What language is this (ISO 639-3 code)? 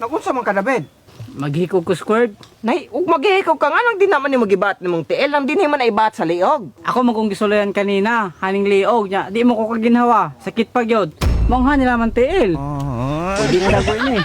ceb